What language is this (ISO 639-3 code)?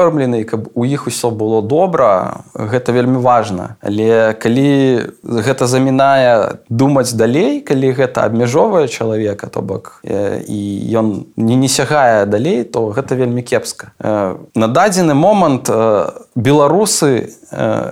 bel